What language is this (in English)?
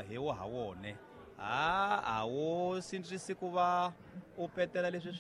Tsonga